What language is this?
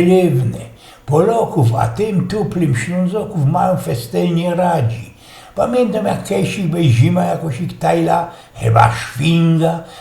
Silesian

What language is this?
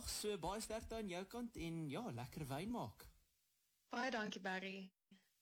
Afrikaans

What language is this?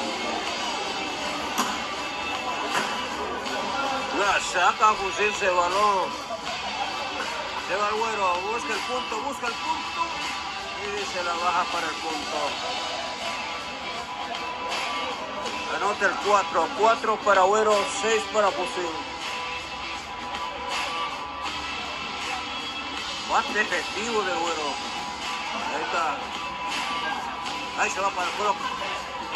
Spanish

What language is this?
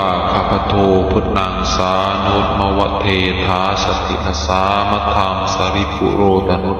Pali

